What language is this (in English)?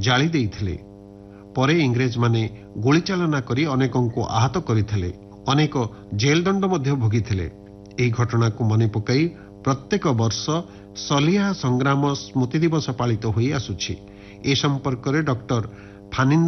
Odia